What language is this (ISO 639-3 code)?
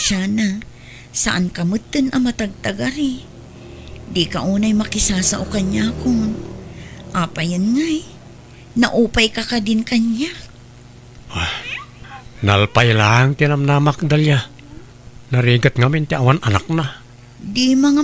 ilo